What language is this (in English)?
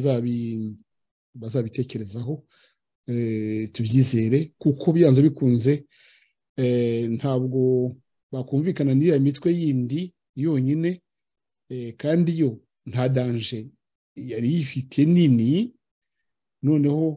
Kinyarwanda